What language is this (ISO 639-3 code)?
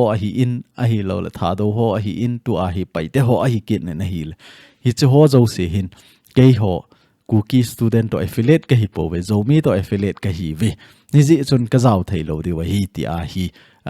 tcz